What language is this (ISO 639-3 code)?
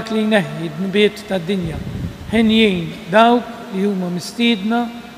mlt